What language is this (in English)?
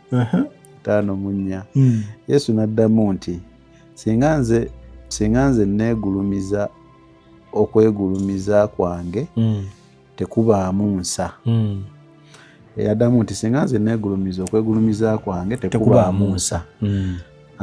Ganda